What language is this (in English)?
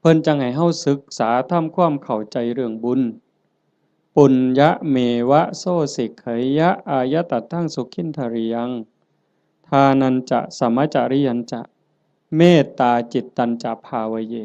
Lao